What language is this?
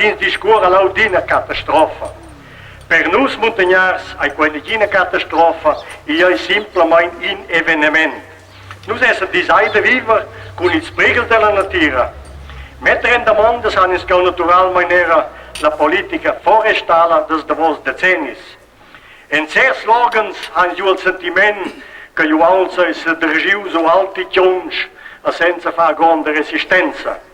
Romansh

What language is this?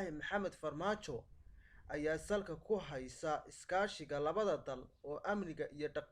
Somali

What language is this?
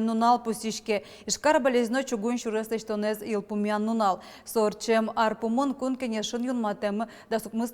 Udmurt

